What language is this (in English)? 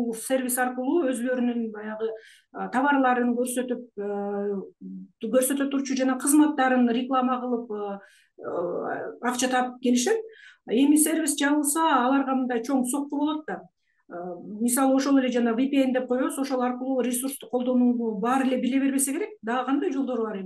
Kyrgyz